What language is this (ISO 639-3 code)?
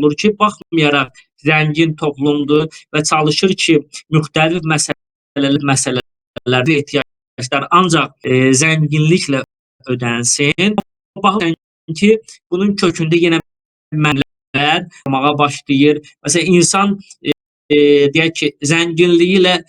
aze